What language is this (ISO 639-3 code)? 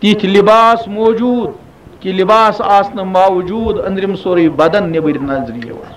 kas